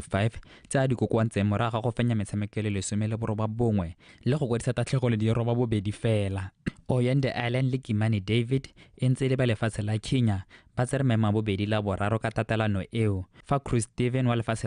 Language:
Tswana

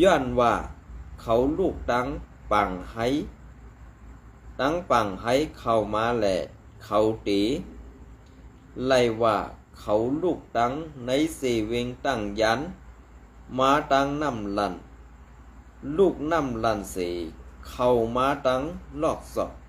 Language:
Shan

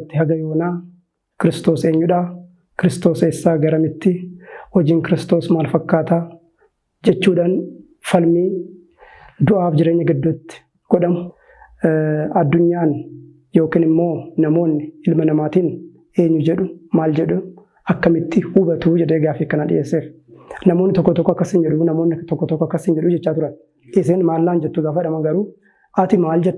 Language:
Oromo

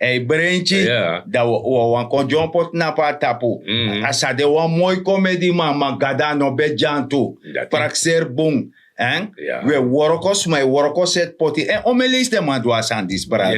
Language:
Sranan Tongo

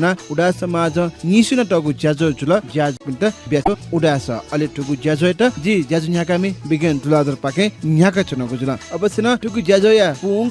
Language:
Newari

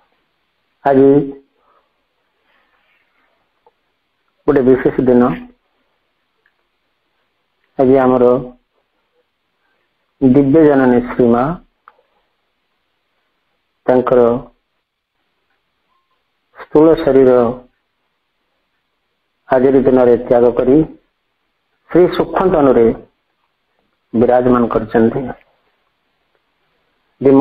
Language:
Odia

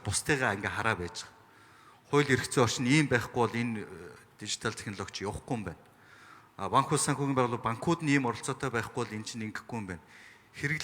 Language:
Mongolian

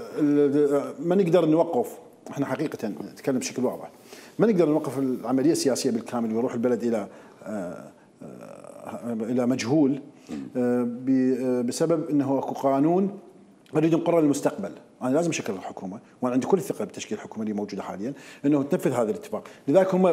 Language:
Mesopotamian Arabic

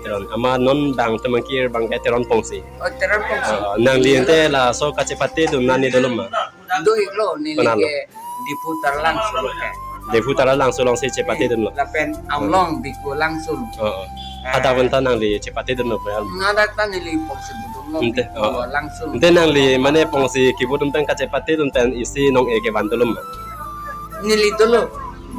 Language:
Karbi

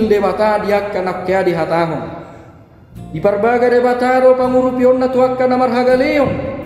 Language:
Batak Toba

